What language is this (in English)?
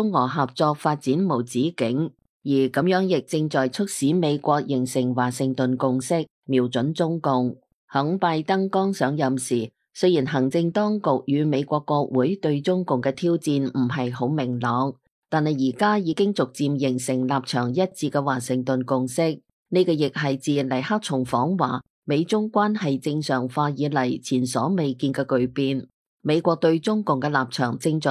Cantonese